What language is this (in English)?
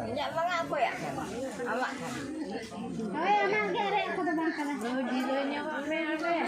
Santali